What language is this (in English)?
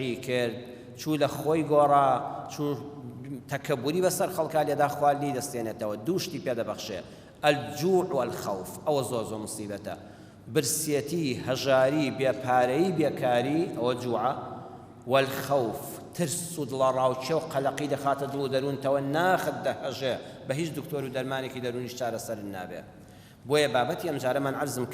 Central Kurdish